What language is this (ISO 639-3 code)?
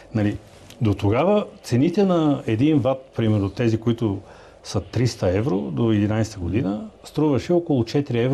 bul